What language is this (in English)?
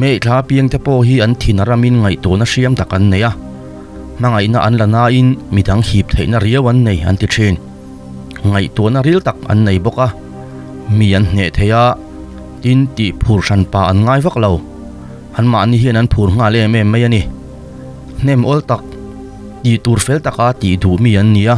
Mizo